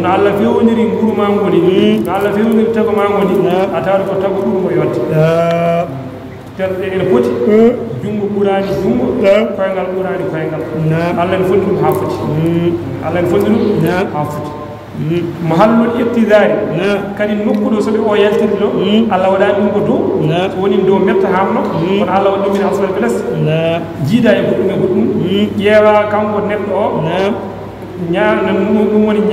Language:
Fula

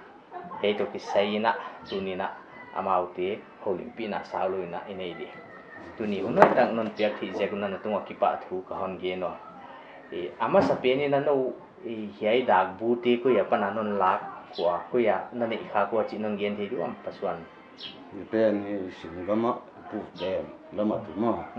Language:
Paite Chin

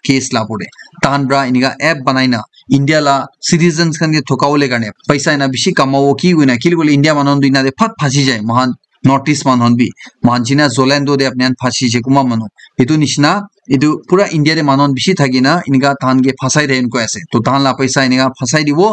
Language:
Naga Pidgin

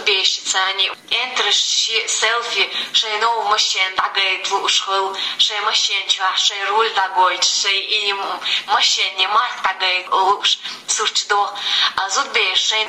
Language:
Chechen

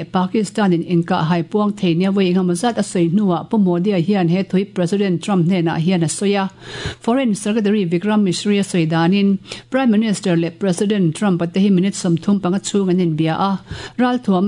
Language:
Mizo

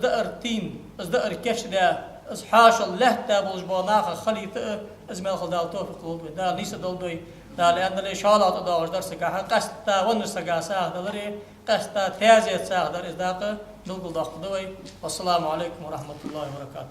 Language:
Ingush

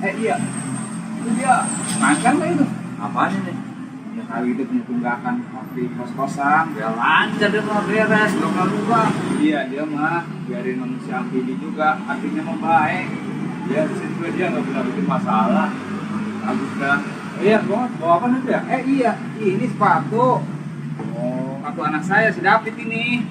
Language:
Betawi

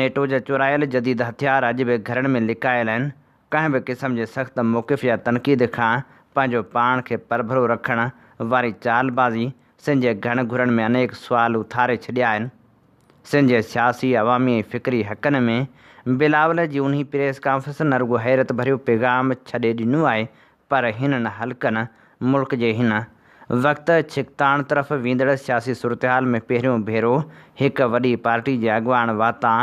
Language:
Sindhi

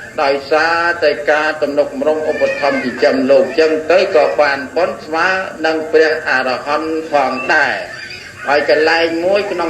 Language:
Khmer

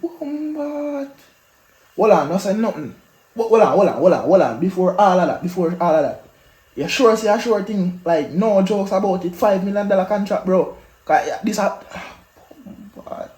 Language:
Jamaican Creole English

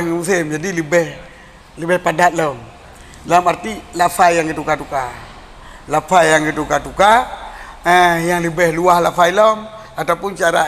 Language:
Achinese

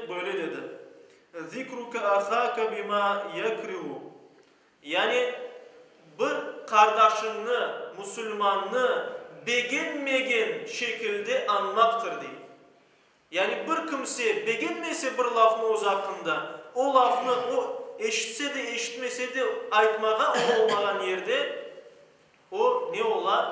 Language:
Crimean Tatar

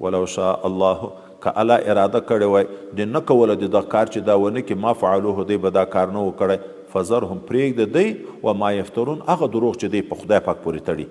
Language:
Pashto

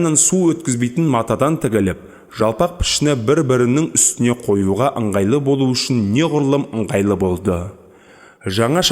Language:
Kazakh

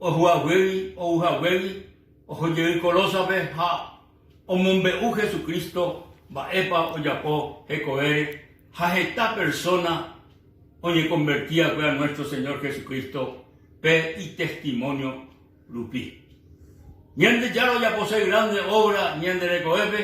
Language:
Guarani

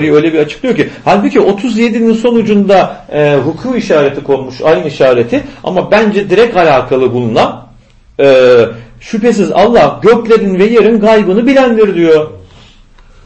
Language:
Turkish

